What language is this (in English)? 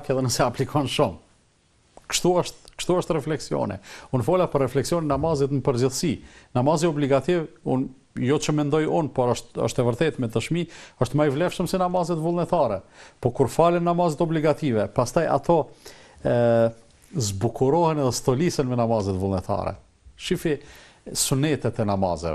Albanian